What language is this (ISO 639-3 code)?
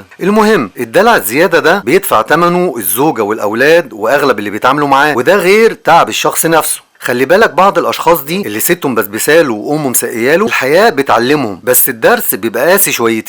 arz